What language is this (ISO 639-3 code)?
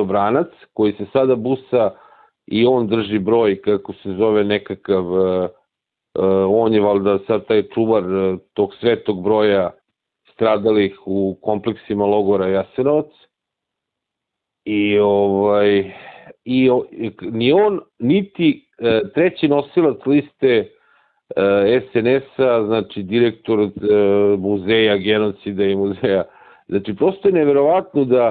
srp